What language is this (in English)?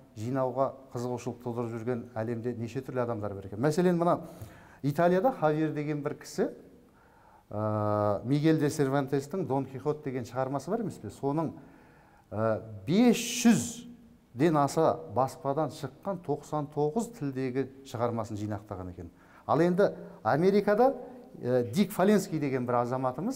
Kazakh